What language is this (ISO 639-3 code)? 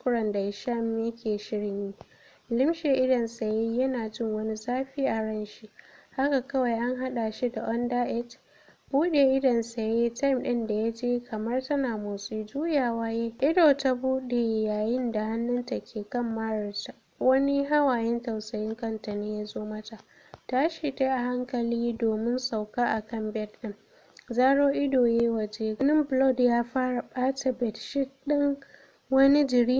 hau